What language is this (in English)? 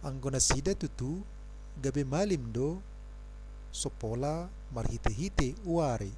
Batak Toba